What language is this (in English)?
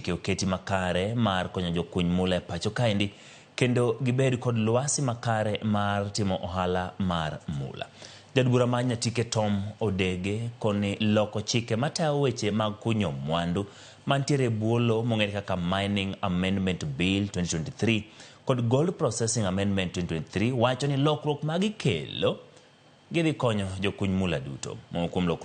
Luo (Kenya and Tanzania)